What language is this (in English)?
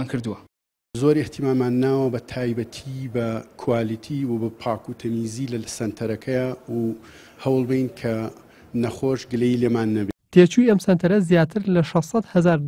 Central Kurdish